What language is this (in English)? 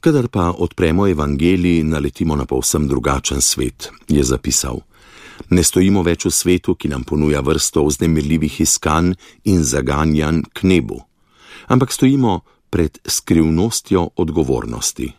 Slovenian